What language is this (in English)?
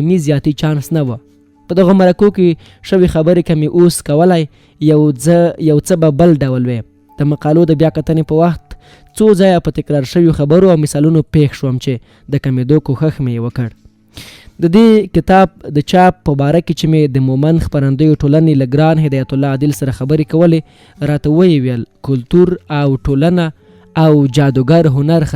Pashto